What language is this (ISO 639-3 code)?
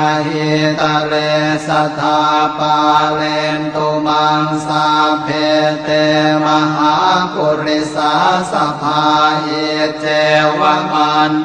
pli